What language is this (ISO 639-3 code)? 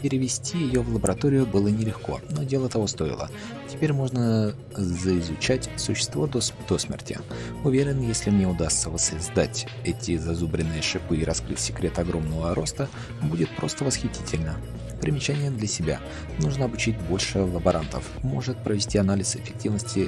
rus